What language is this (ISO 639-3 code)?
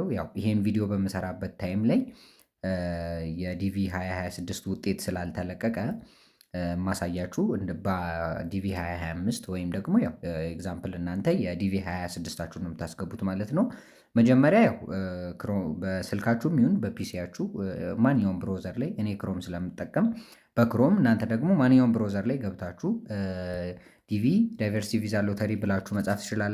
amh